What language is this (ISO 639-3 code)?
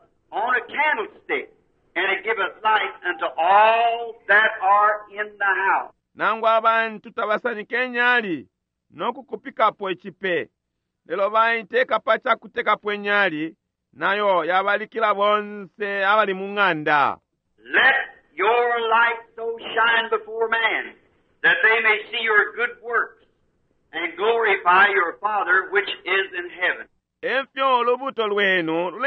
bem